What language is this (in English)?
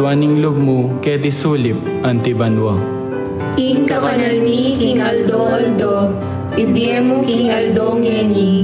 Pampanga